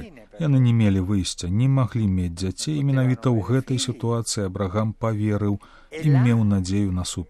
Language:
Belarusian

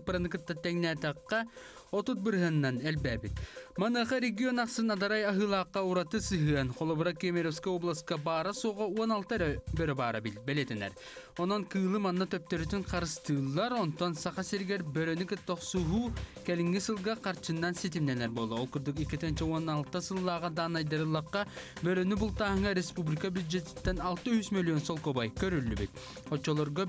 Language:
Yakut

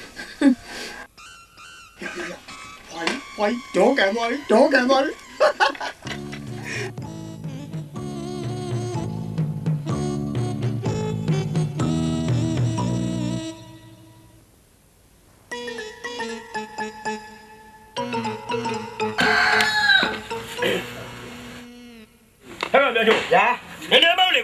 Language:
Burmese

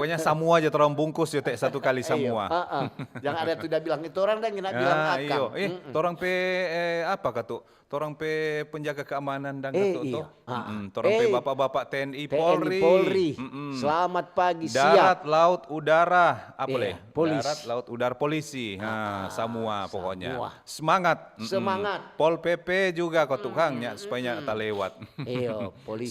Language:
Manado Malay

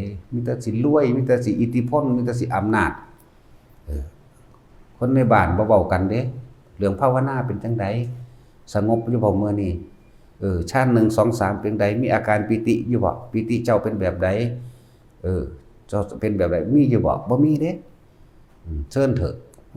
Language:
Northeastern Thai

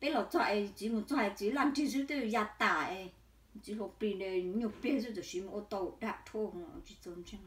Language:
Hmong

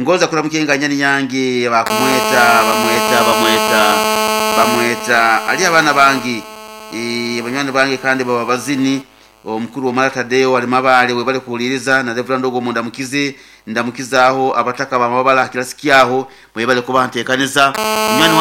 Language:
Nyoro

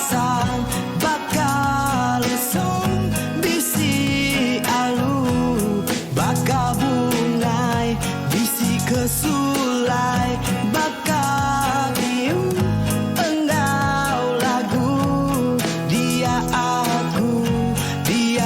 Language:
Iban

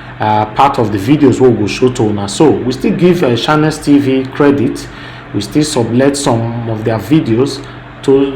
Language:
Nigerian Pidgin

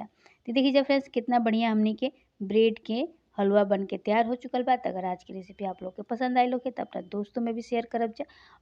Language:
Bhojpuri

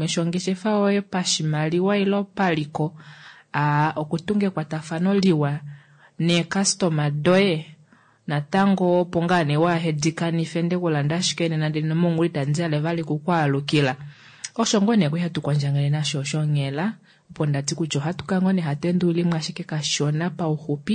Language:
Kuanyama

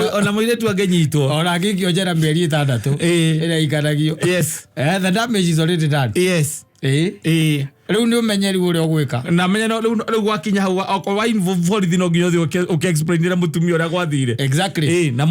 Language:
Kikuyu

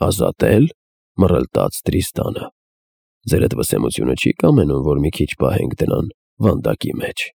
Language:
Armenian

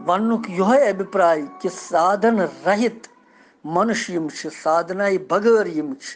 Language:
Kashmiri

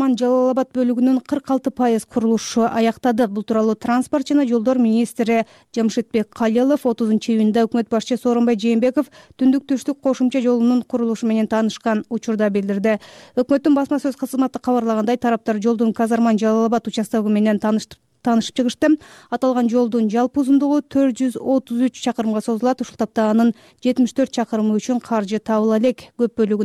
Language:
Kyrgyz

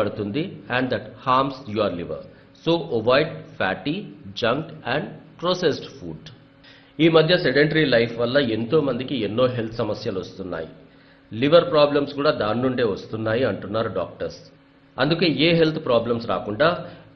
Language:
Telugu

